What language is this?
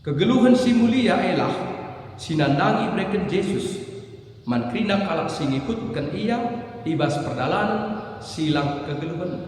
Batak Karo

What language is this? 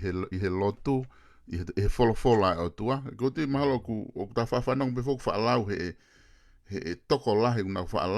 Tongan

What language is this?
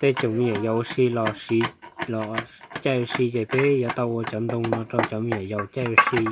Hmong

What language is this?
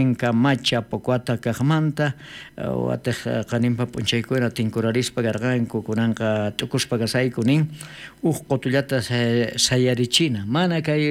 South Bolivian Quechua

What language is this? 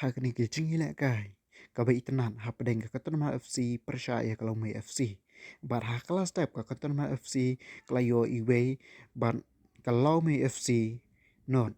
Khasi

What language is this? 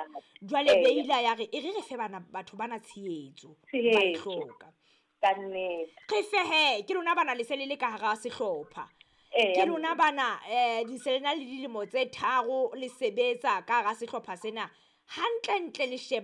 Southern Sotho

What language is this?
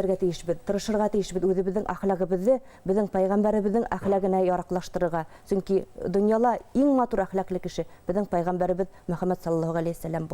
Bashkir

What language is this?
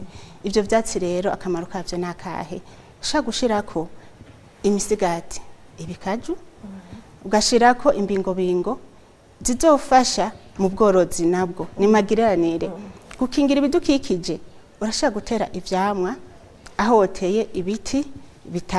Rundi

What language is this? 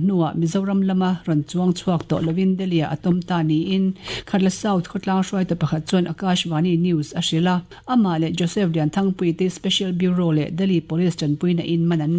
Mizo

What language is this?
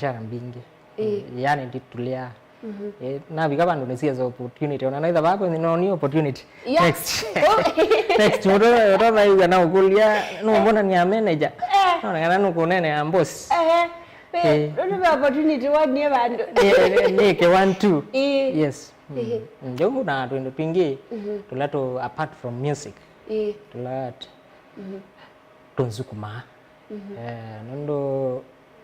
Kamba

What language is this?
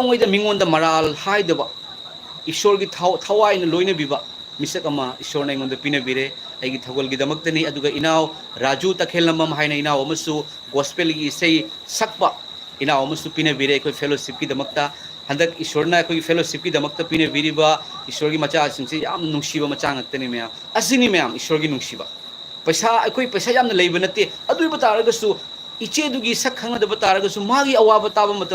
Manipuri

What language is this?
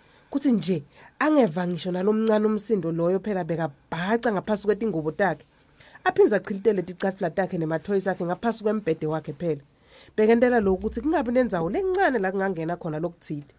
Swati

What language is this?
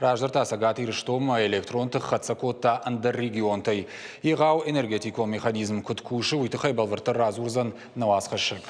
Ossetic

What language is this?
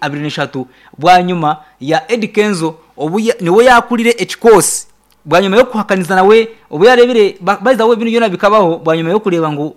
Nyankole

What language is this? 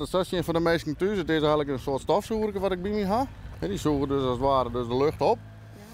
Western Frisian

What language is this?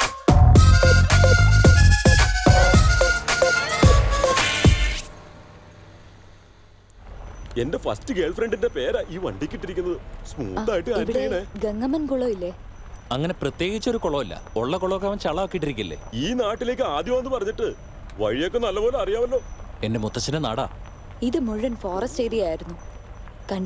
Malayalam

